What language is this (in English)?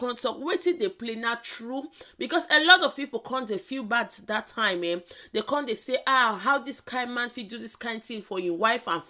Nigerian Pidgin